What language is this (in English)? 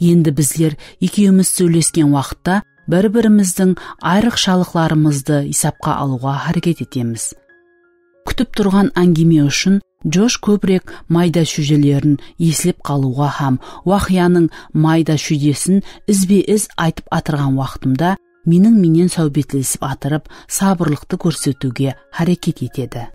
Kara-Kalpak